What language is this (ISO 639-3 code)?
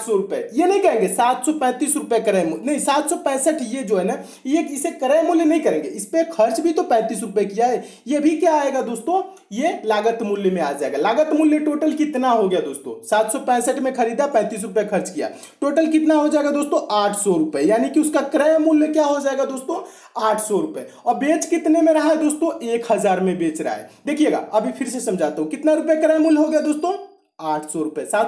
hin